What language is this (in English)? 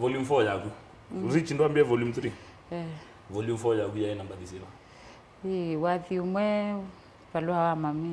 Kamba